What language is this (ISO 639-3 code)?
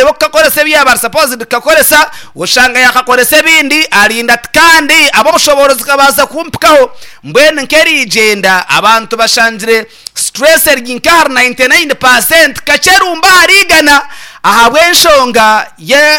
nyn